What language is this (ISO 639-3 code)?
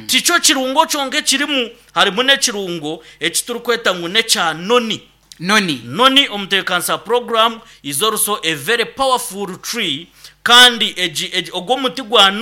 nyn